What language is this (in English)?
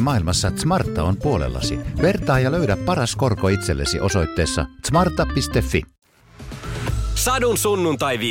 Finnish